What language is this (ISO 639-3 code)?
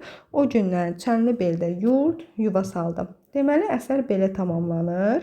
aze